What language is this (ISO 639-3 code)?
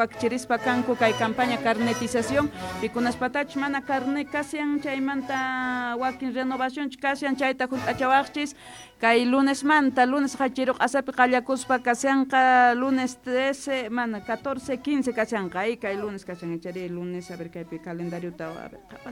que